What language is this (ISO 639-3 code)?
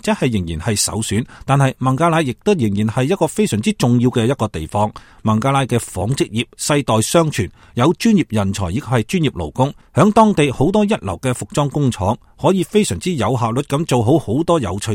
yue